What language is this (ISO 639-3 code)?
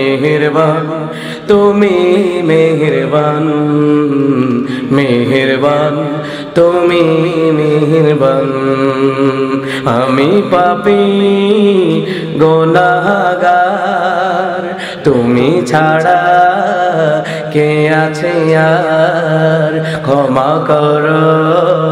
ben